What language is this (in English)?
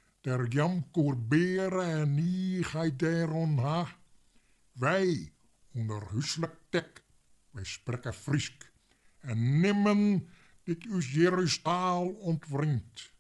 Western Frisian